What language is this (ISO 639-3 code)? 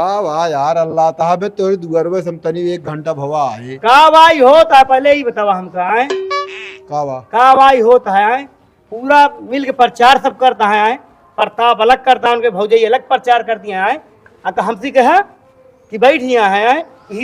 awa